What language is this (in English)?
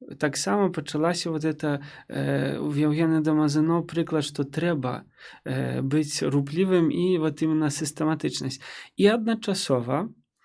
Belarusian